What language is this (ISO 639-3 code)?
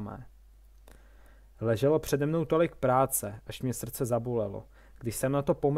ces